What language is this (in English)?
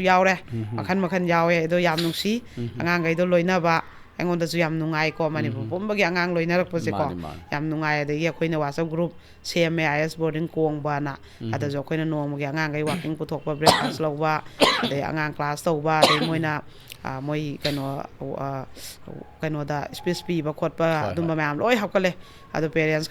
Manipuri